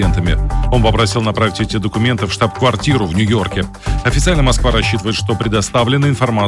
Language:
Russian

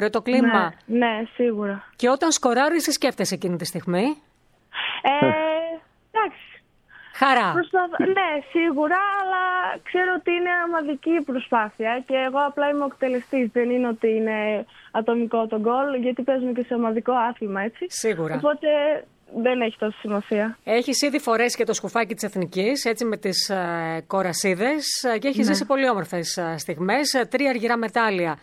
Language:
Greek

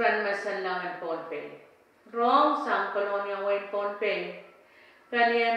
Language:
Pohnpeian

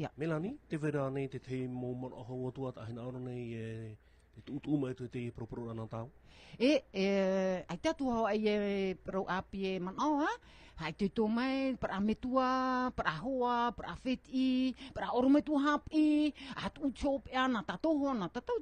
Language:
Tahitian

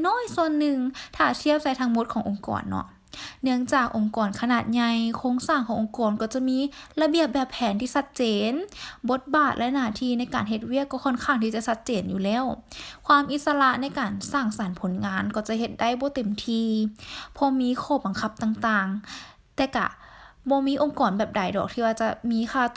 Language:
Lao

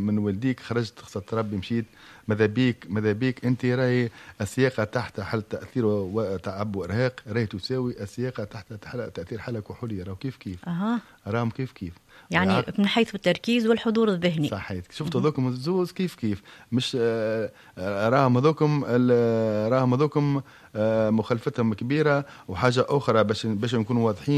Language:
Tunisian Arabic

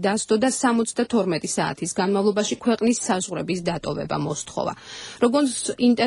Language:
Georgian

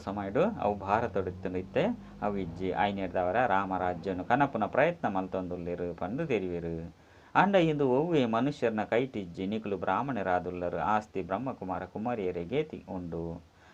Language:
Tulu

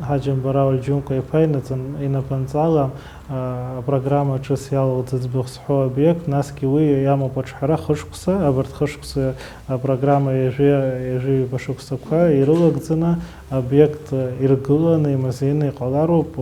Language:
Abkhazian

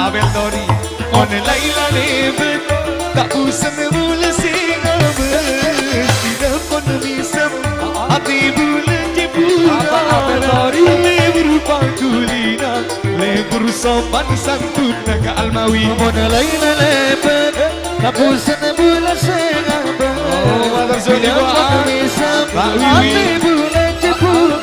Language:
Madurese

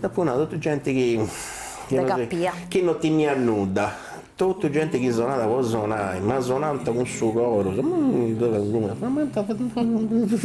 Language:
Sardinian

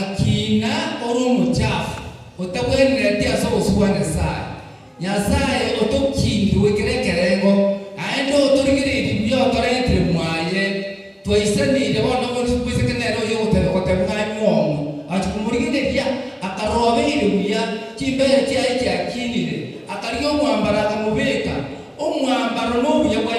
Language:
Gusii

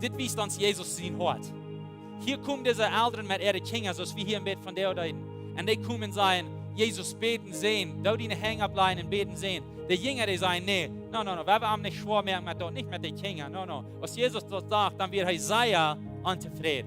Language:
Plautdietsch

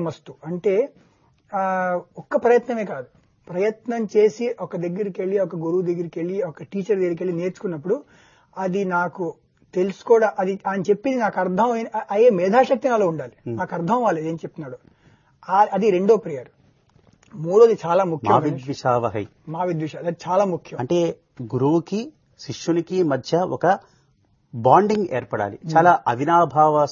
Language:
Telugu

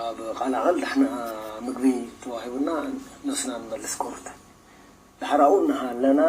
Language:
Tigrinya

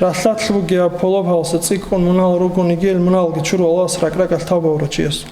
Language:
Avaric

